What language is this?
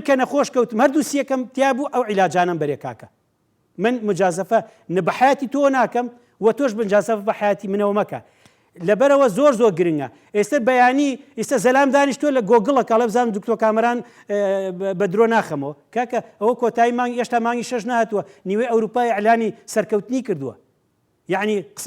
Central Kurdish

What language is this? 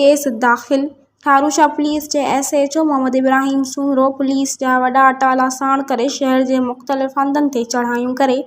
Sindhi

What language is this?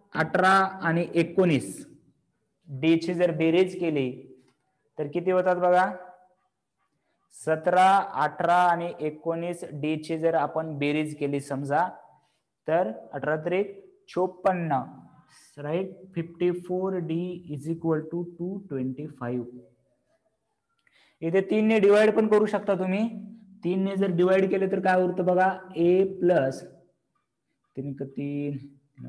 Marathi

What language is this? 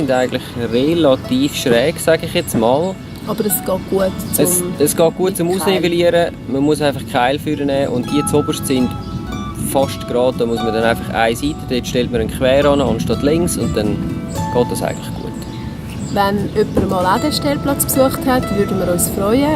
Swiss German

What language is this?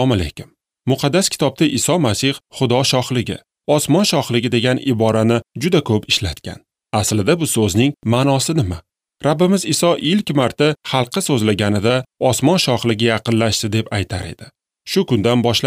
Uzbek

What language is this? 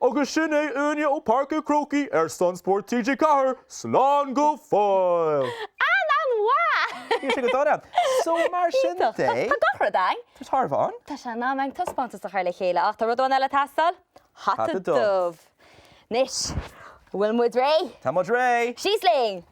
Irish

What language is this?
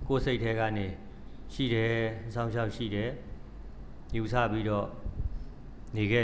Burmese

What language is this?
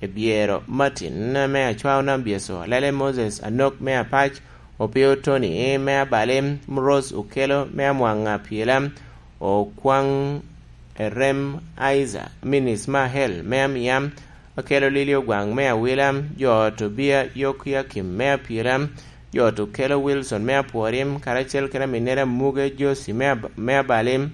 Lango (Uganda)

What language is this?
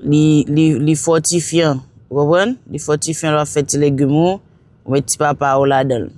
Haitian Creole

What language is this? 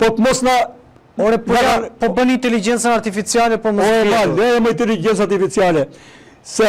Albanian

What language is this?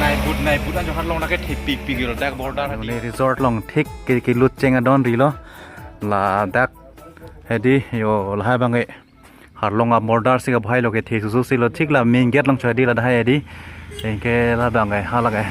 Karbi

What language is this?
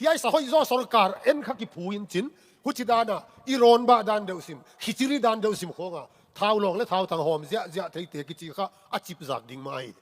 Tedim Chin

